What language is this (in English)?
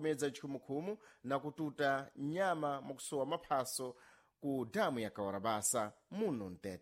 Sena